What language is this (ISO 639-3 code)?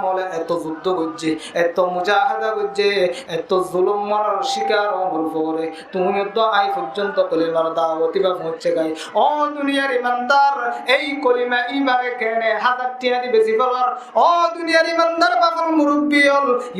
rhg